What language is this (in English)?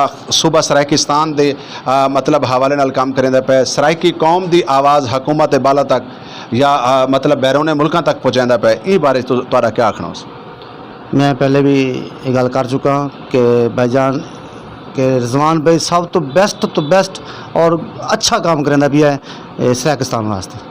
Saraiki